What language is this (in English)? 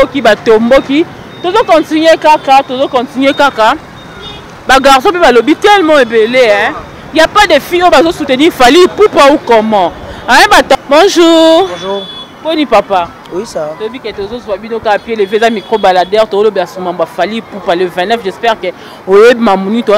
Lingala